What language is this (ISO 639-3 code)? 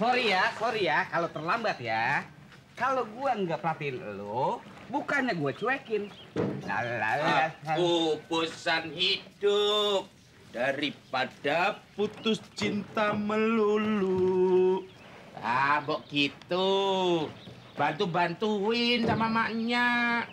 bew